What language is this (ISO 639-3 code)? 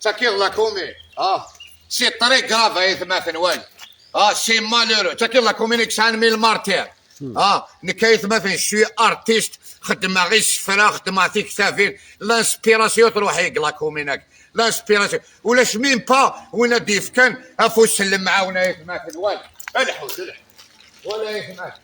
kab